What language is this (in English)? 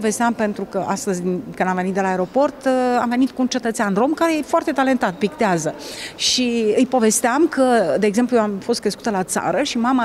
Romanian